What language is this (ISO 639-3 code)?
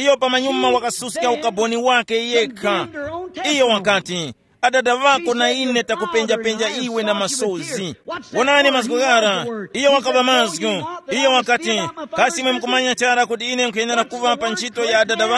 tum